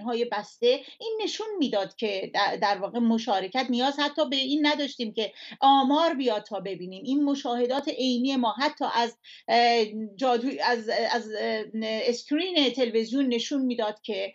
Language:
Persian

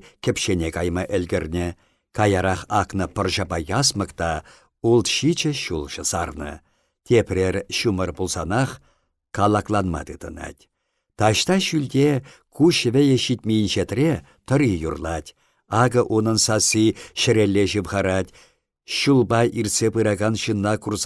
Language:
Chuvash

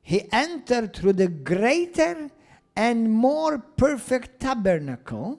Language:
English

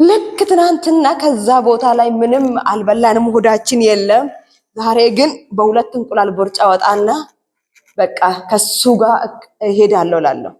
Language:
Amharic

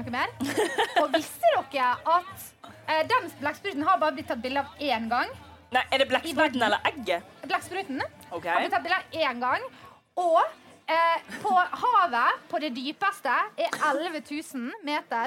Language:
Norwegian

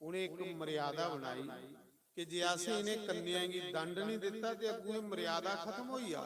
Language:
Dogri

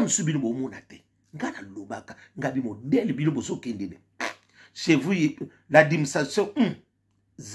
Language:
Lingala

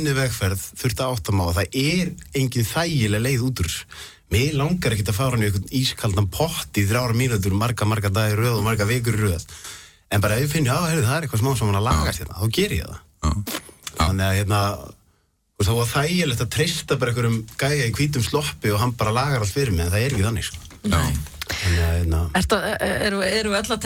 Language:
Icelandic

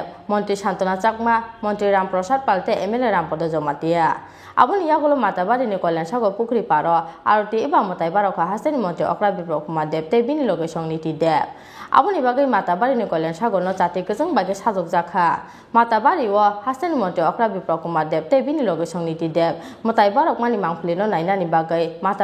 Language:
Kok Borok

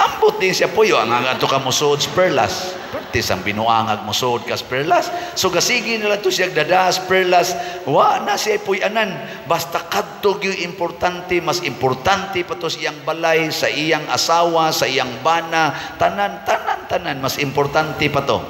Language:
Cebuano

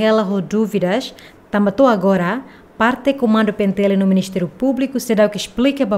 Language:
Tetum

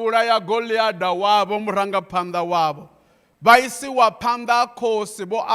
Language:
Venda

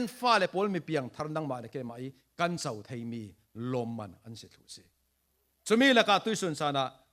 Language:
Falam Chin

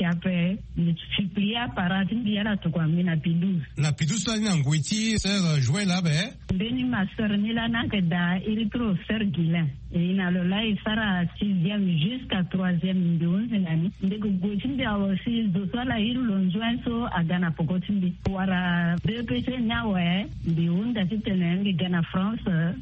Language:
Sango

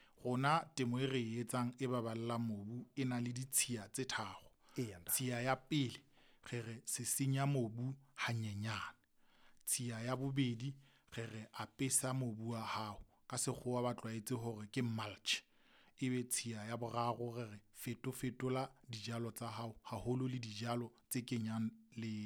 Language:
Southern Sotho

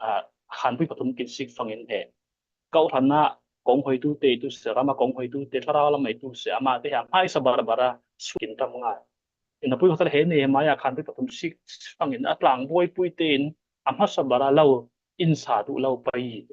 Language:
Falam Chin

